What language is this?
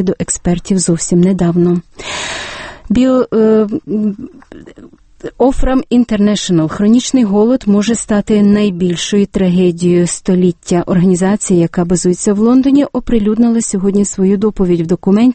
Ukrainian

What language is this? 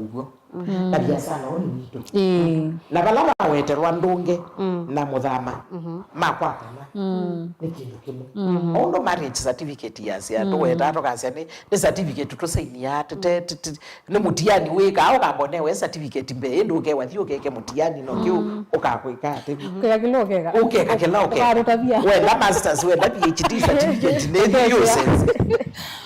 Kamba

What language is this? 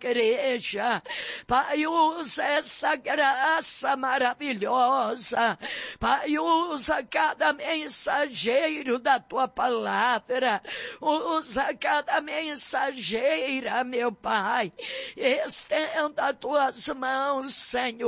Portuguese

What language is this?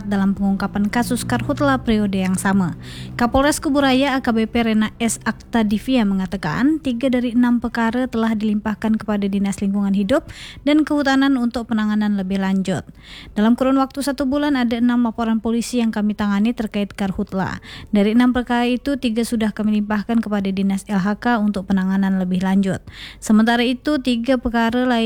Indonesian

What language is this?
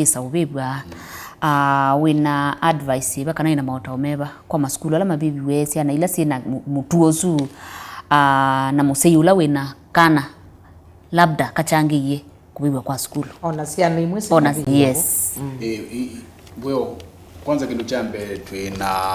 Kamba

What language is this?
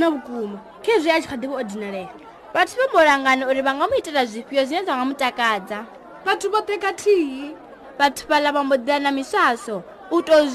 Venda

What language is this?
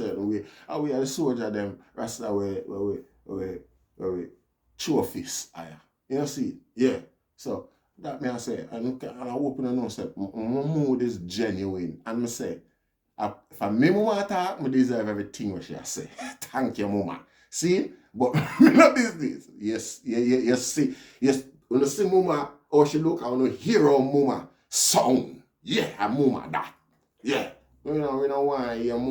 Jamaican Creole English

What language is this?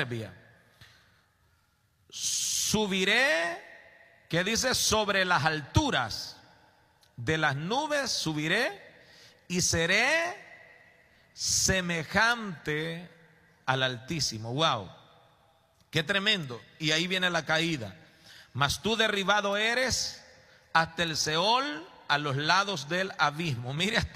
Spanish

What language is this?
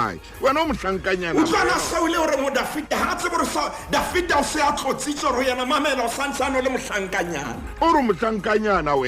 Southern Sotho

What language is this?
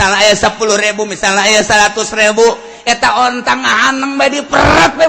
Sundanese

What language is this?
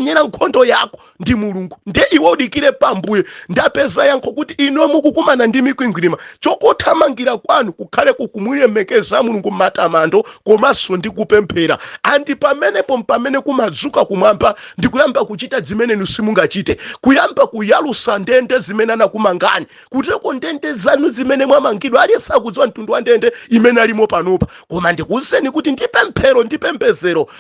Nyanja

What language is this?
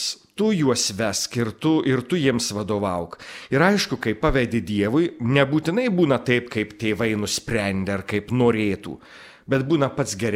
Lithuanian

